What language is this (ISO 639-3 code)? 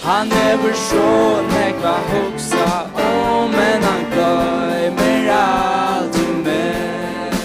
fao